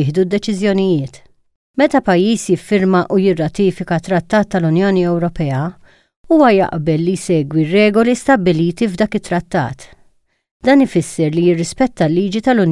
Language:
Maltese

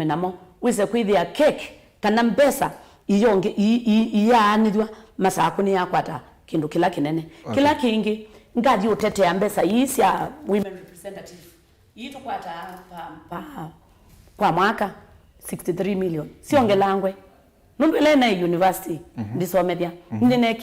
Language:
Kamba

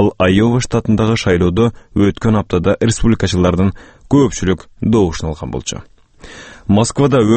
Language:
Kyrgyz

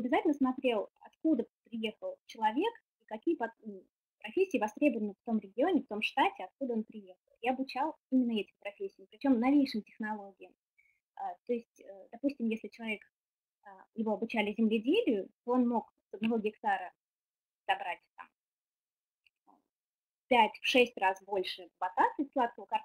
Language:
Russian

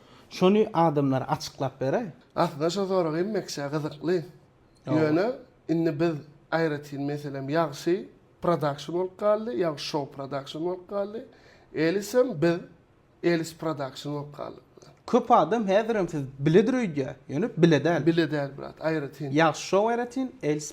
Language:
Turkmen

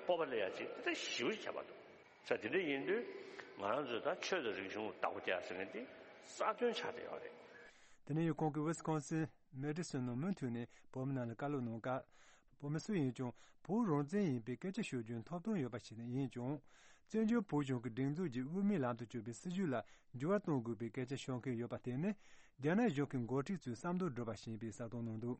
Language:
Tibetan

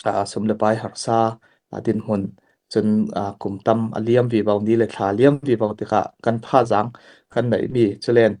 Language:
Falam Chin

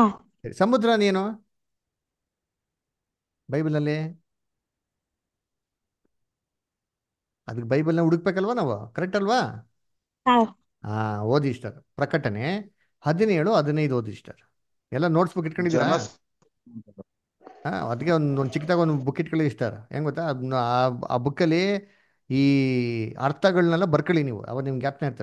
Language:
Kannada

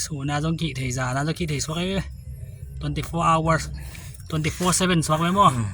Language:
Tedim Chin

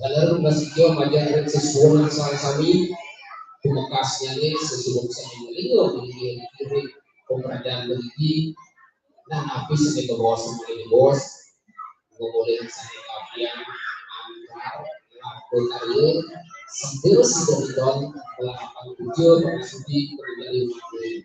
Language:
Balinese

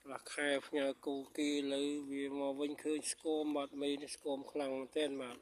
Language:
Khmer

